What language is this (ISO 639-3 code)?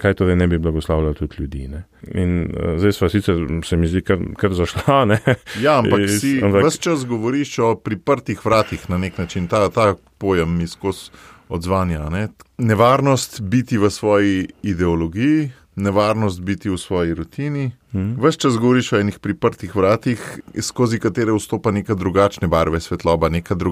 slv